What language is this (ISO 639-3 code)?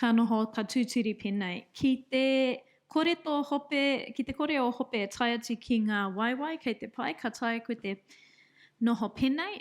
mri